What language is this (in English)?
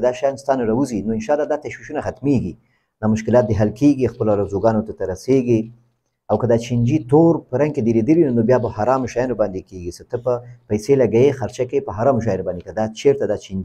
Pashto